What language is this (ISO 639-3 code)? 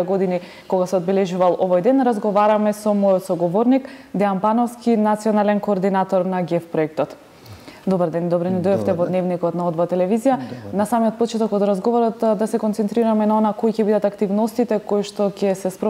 mkd